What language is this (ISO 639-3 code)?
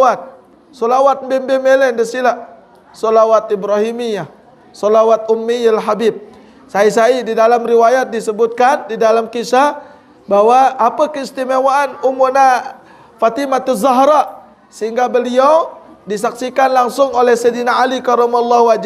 sas